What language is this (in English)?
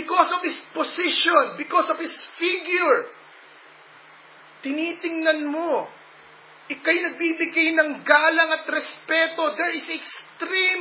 Filipino